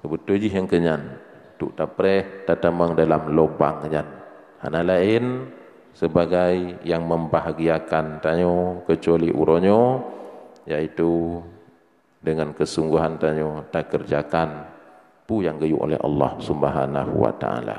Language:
Achinese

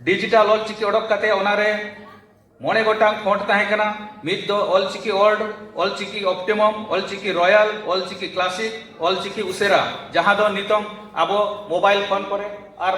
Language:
Santali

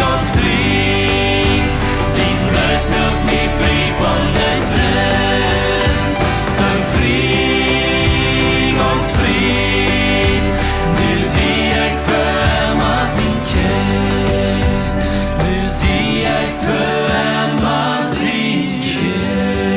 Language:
Plautdietsch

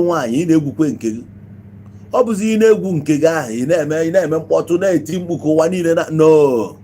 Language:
Igbo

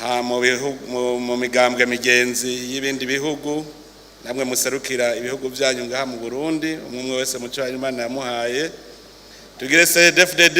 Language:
Rundi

